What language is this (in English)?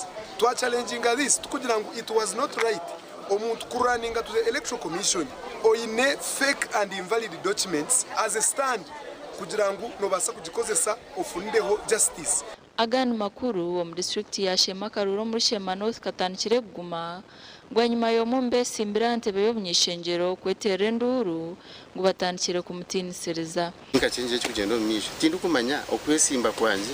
Nyankole